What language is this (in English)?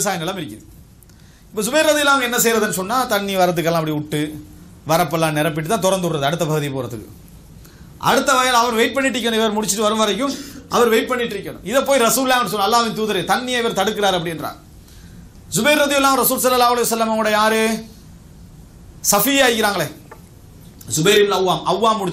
Tamil